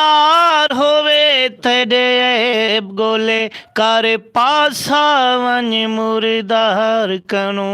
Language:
Saraiki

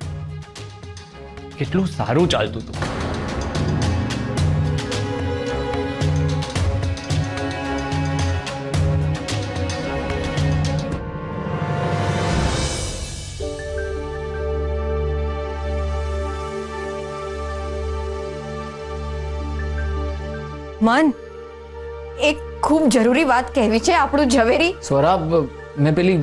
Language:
Gujarati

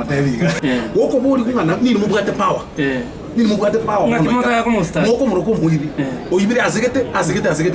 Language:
Gusii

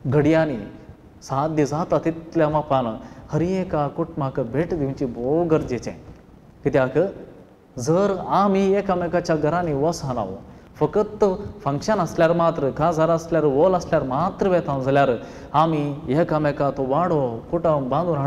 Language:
Konkani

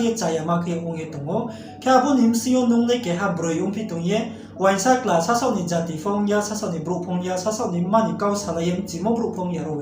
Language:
Riang (India)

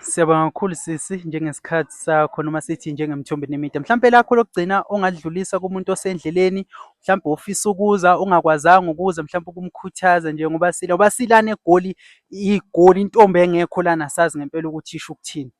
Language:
Zulu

